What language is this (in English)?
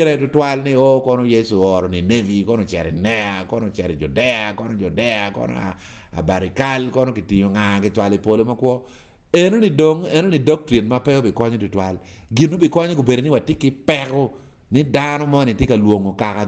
Acoli